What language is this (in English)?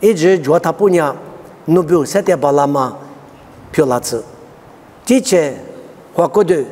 Lisu